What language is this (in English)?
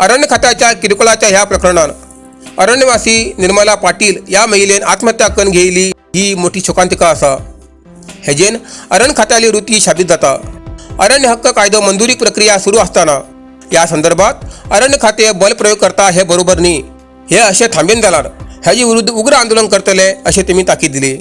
Konkani